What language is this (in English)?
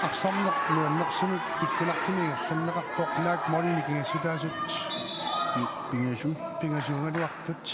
Kalaallisut